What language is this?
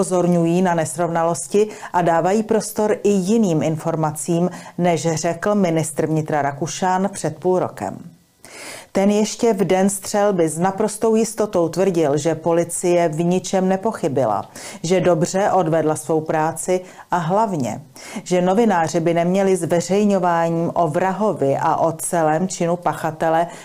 Czech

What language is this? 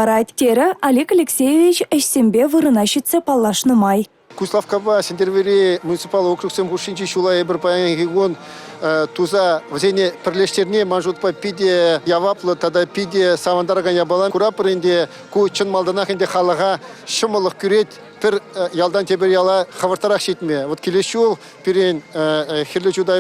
Chuvash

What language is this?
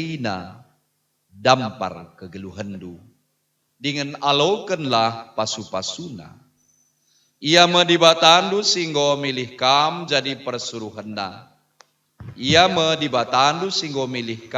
Batak Karo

